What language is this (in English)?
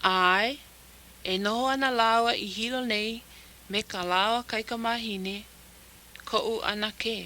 Hawaiian